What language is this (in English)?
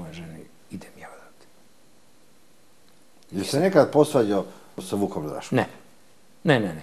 Serbian